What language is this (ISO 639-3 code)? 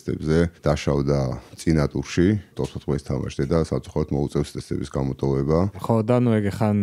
kat